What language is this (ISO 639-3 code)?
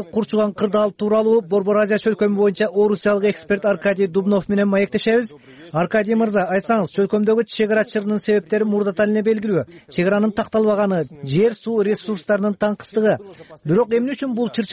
kir